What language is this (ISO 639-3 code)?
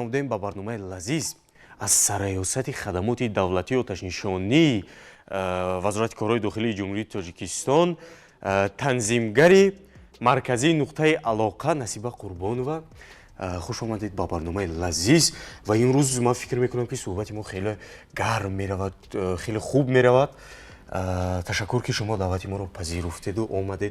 tgk